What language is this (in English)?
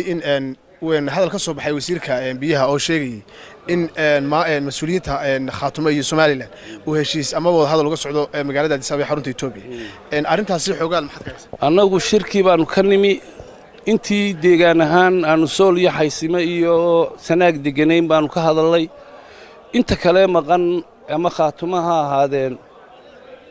Somali